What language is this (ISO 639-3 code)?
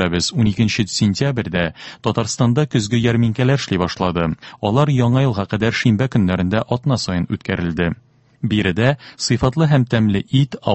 tat